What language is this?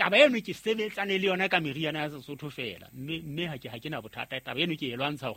Southern Sotho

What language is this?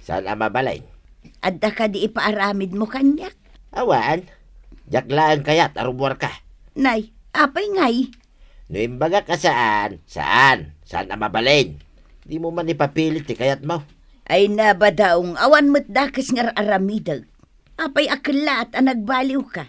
Iloko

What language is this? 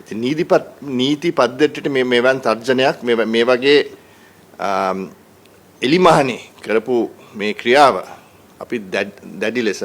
Sinhala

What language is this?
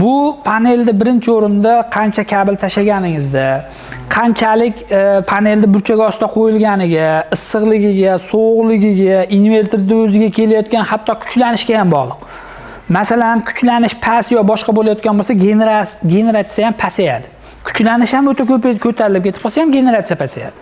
Uzbek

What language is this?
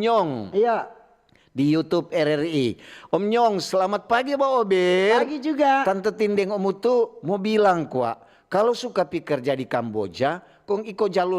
Manado Malay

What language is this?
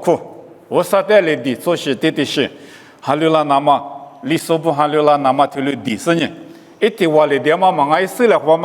Lisu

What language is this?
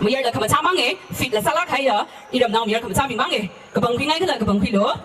Tangkhul Naga (India)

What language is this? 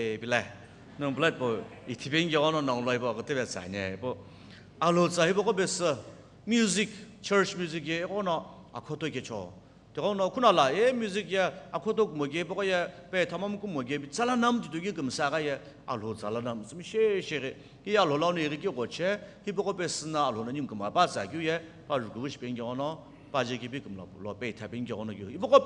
Sumi Naga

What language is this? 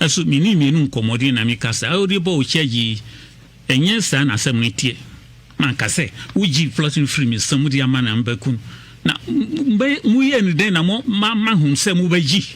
Akan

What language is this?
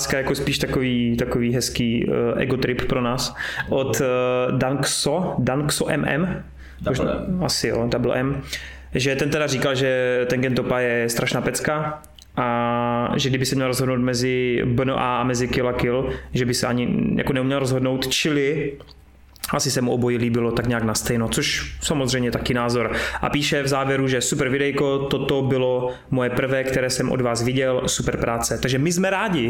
Czech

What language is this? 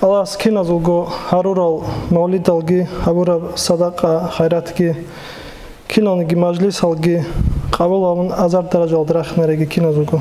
Avaric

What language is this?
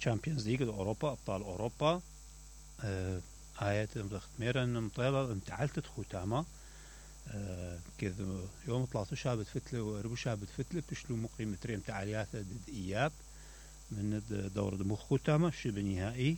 Mesopotamian Arabic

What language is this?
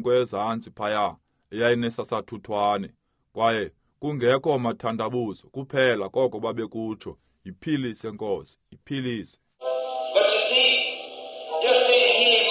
Xhosa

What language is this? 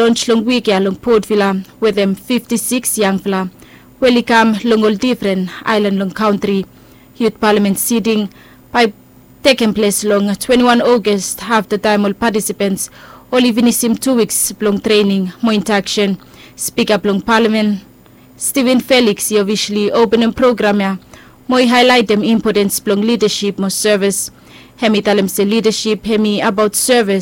Bislama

